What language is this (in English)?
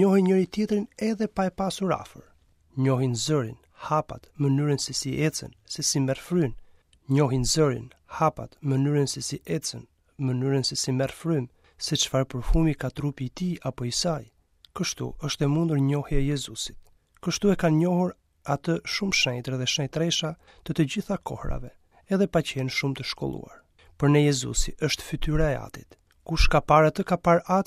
Albanian